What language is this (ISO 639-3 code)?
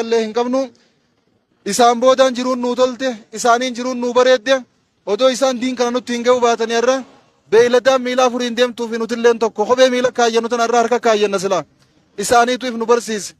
orm